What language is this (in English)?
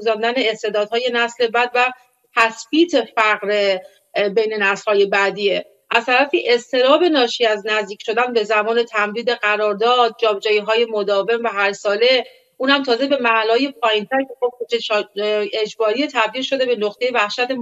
Persian